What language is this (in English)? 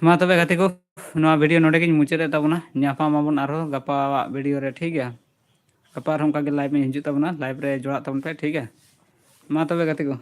Santali